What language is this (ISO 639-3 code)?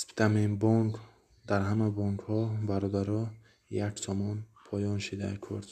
tgk